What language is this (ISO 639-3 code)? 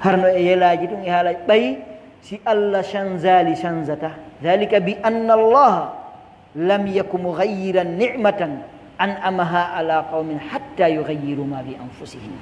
fuf